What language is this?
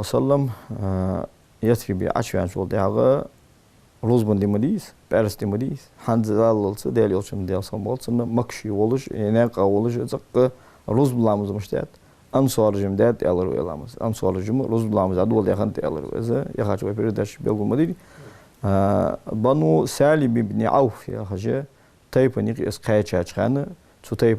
Ingush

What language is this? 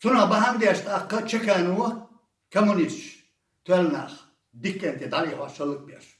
Chechen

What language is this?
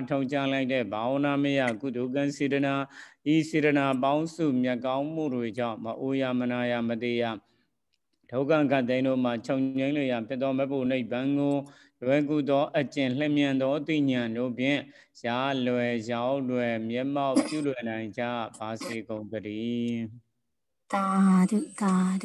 Burmese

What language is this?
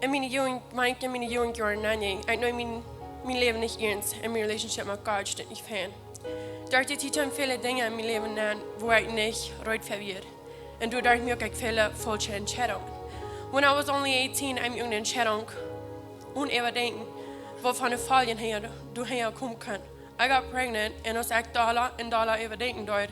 Plautdietsch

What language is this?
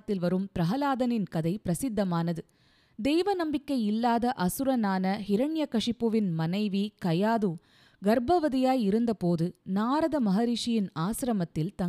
Tamil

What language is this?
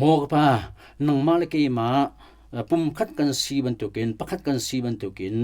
Hakha Chin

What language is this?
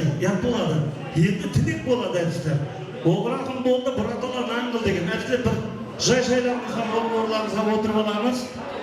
Kara-Kalpak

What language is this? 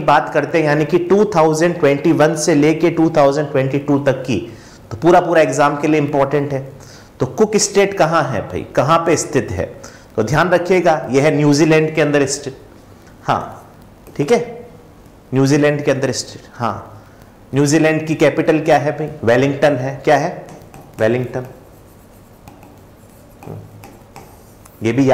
Hindi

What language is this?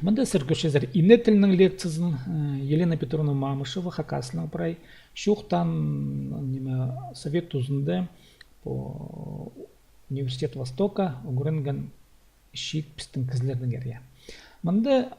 Khakas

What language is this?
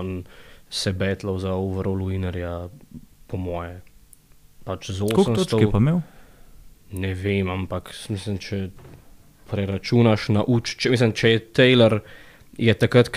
Slovenian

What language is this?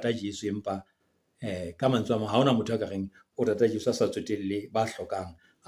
Southern Sotho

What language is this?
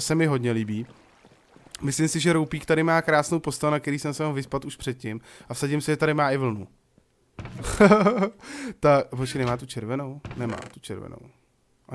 Czech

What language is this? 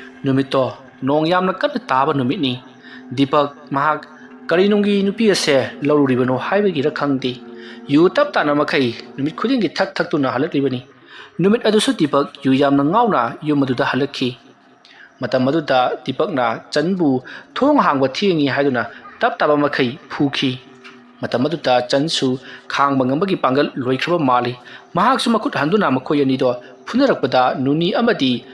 Manipuri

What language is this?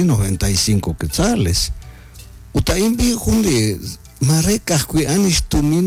Kekchí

